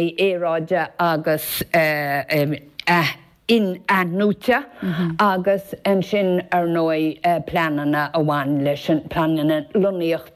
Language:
Irish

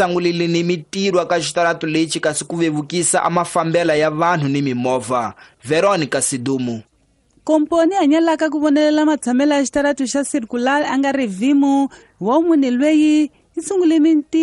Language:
Tsonga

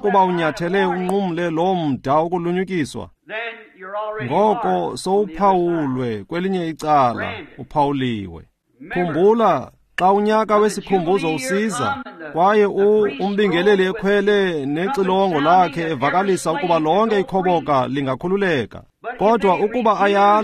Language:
Xhosa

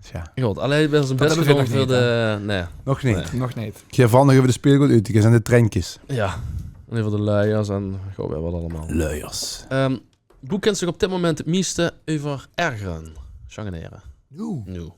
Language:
Limburgish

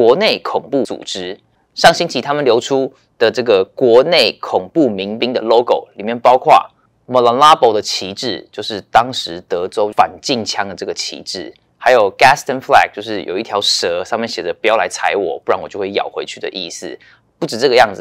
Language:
Chinese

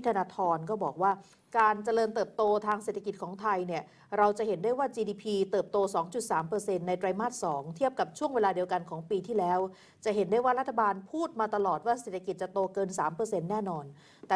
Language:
Thai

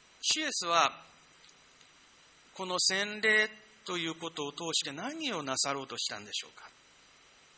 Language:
Japanese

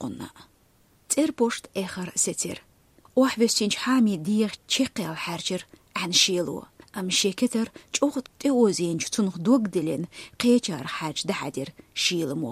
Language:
Chechen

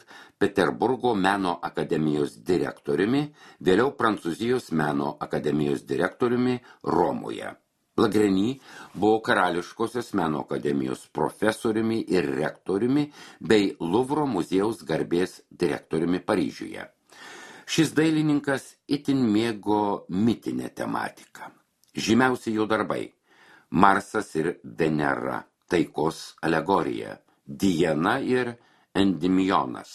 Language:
Lithuanian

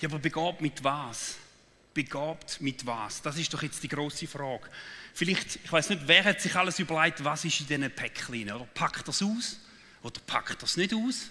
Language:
Swiss German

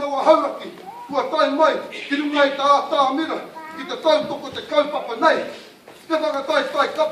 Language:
Māori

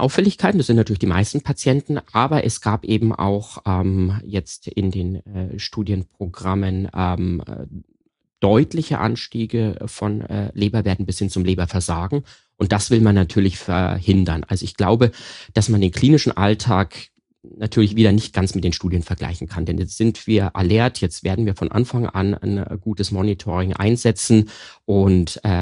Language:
German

